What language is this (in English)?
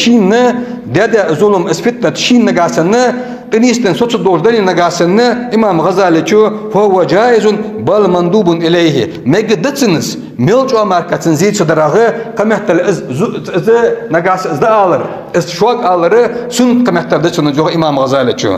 Ingush